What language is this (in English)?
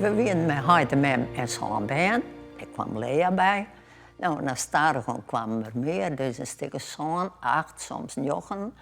Western Frisian